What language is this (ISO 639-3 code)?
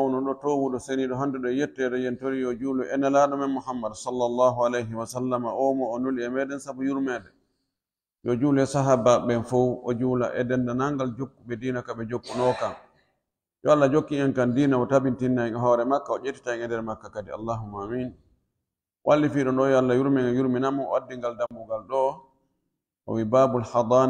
fuf